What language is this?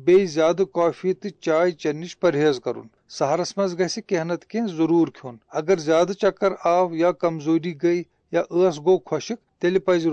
Kashmiri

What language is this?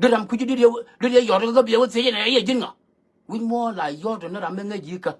Nuer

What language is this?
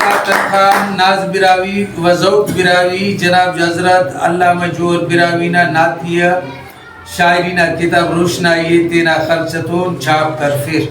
Brahui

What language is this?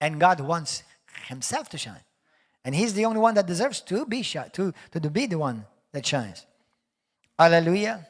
English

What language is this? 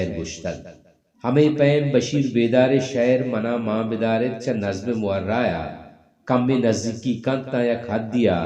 Baluchi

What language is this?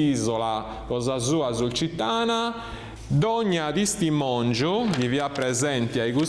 Sardinian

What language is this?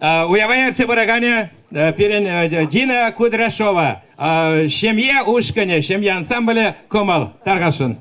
Chuvash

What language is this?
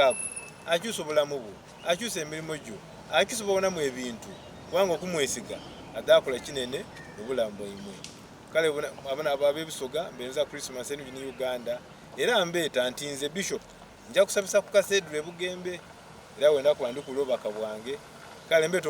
Soga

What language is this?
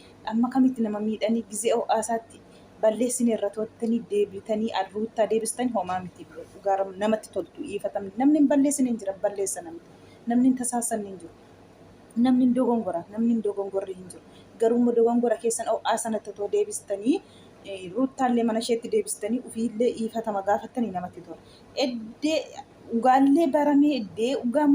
Oromo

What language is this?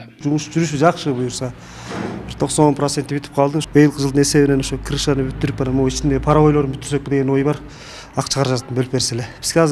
Kyrgyz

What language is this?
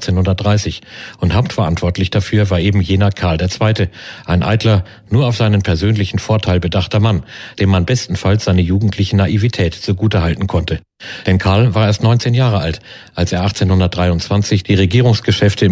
German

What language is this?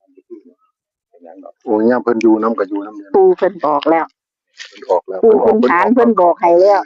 Northeastern Thai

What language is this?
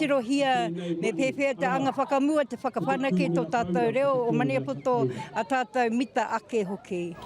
Māori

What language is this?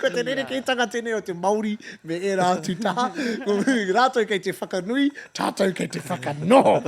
Māori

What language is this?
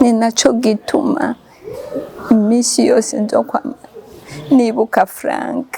Kinyarwanda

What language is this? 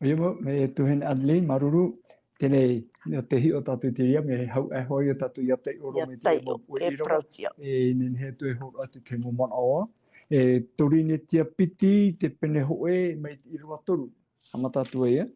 Tahitian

